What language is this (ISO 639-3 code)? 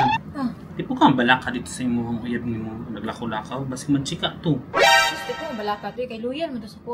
ceb